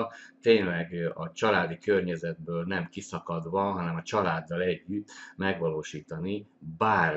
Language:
Hungarian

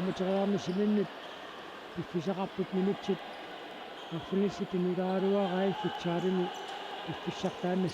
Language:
Kalaallisut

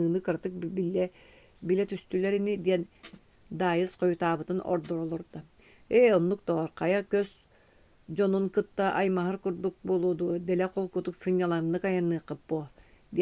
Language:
Yakut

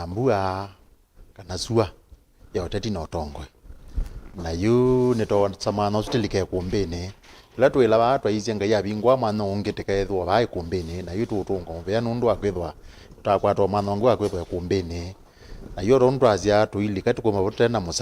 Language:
Kamba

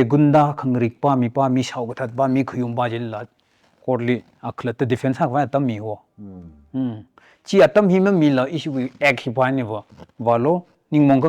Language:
Tangkhul Naga (India)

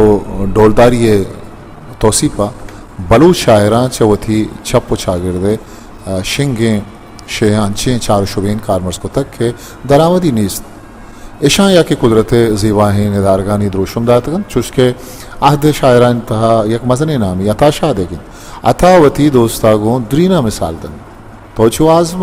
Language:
Baluchi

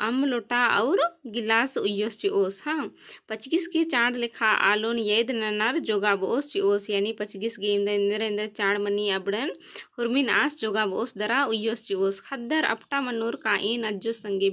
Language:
Kurukh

